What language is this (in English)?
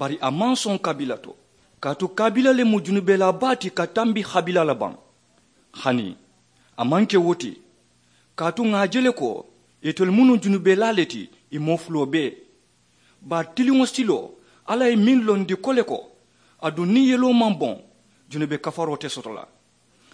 Mandingo